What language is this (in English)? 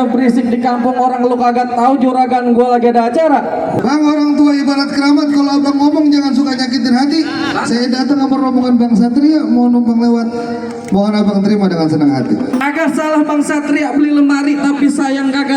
Betawi